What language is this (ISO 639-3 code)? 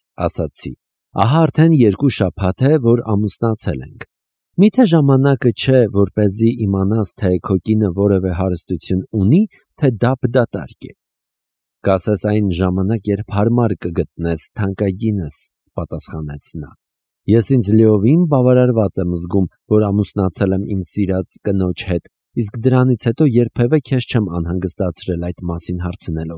hye